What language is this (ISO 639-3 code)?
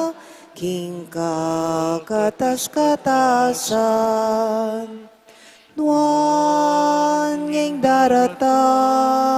pam